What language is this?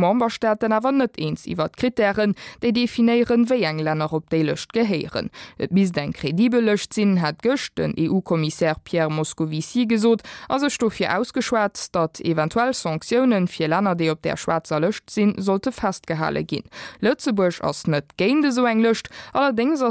Luxembourgish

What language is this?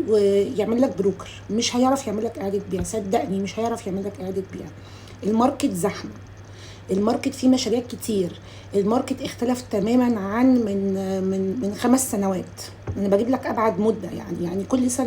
Egyptian Arabic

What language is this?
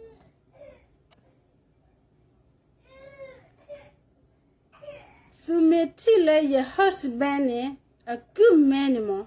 S'gaw Karen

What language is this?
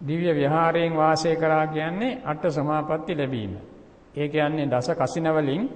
Sinhala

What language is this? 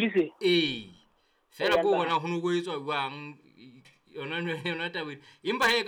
Southern Sotho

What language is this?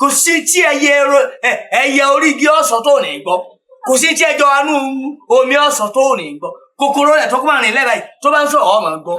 Yoruba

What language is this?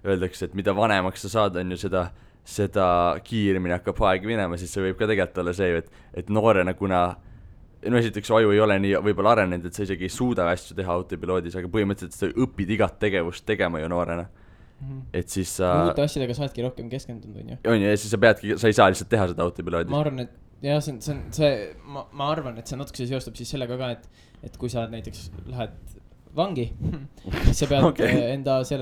Estonian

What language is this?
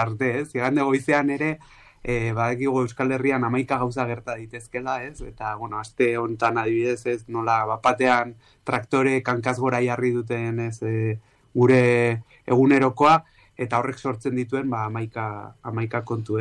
Basque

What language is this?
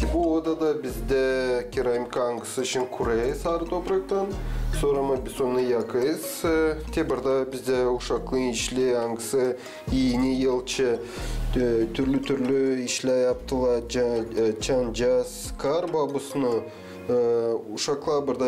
Gagauz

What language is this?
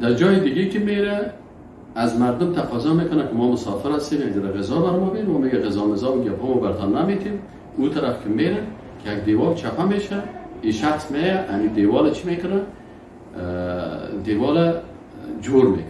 Persian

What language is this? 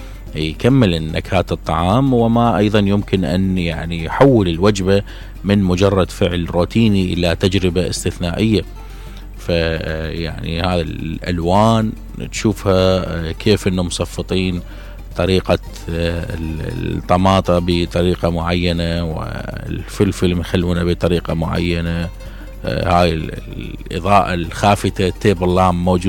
Mesopotamian Arabic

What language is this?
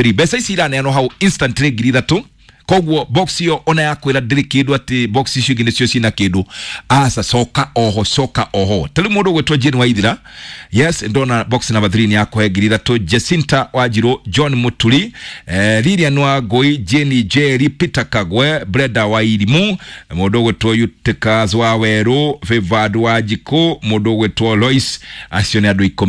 Kikuyu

